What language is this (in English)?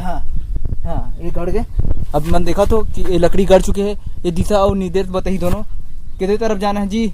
Chhattisgarhi